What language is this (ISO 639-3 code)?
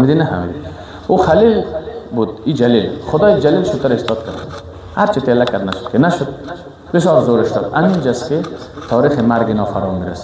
fas